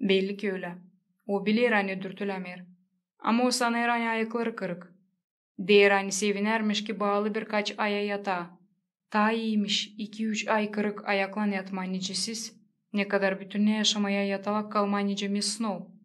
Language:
Gagauz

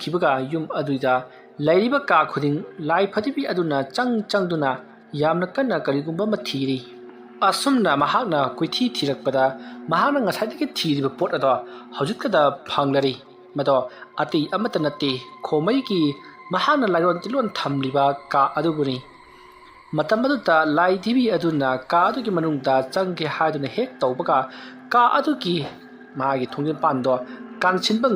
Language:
Manipuri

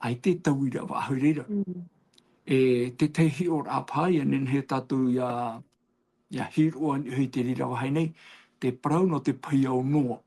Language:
Tahitian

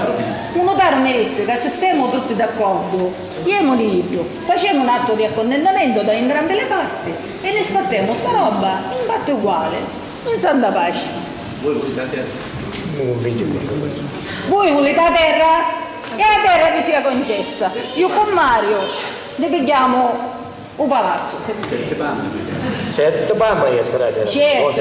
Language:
Sicilian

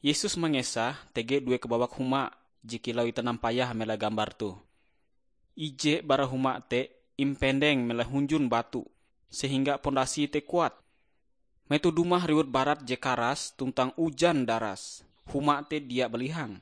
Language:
Ngaju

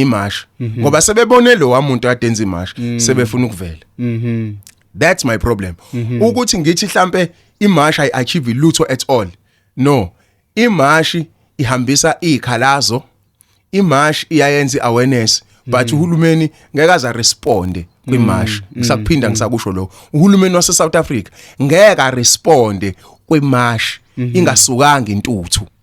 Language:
Zulu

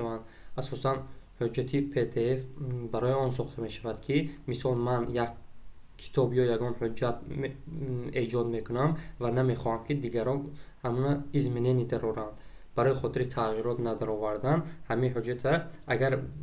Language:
Tajik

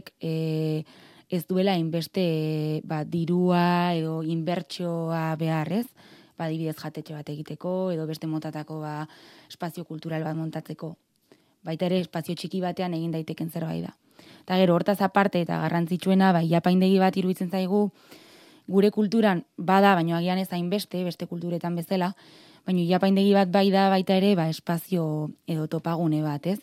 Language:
Basque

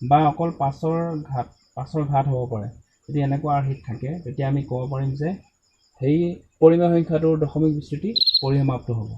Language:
Assamese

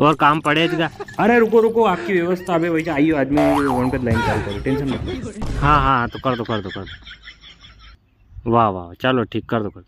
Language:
Rajasthani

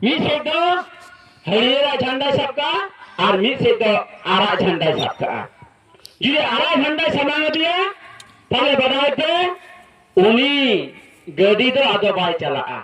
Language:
Santali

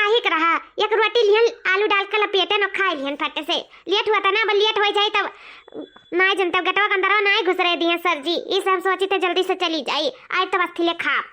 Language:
Awadhi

